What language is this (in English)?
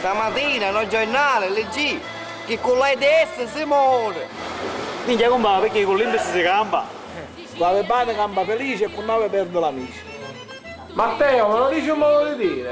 Sicilian